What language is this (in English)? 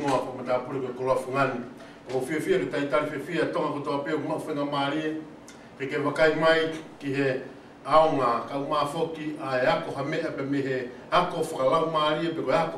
Tongan